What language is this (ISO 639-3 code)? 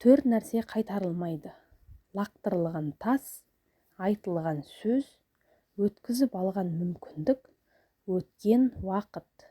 kaz